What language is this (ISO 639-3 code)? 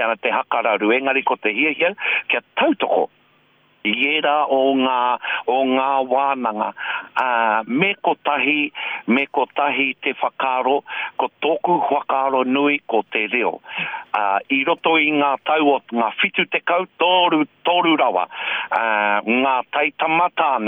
mri